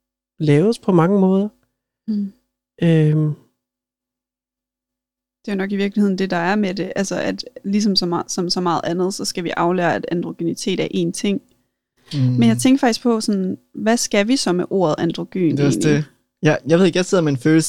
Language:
Danish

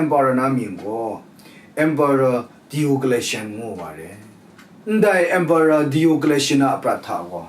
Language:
Kachin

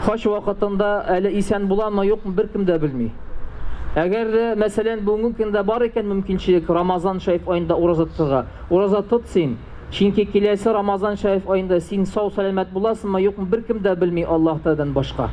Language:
Tatar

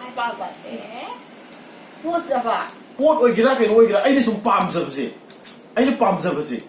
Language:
Manipuri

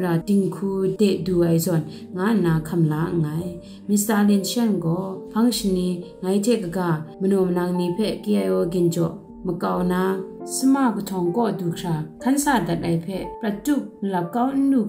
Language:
Kachin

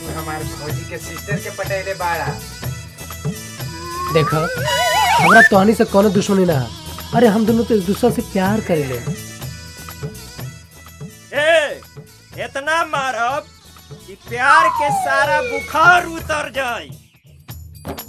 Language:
Bhojpuri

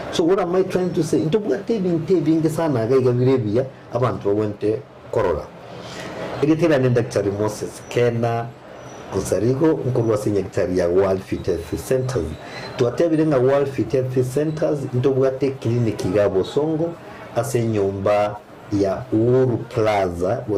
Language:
Gusii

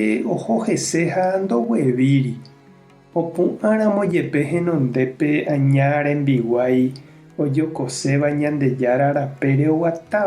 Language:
Guarani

